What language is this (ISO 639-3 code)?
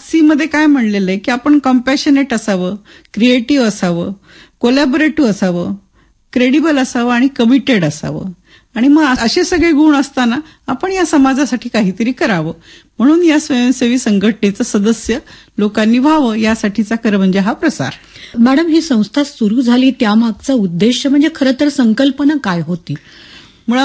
mar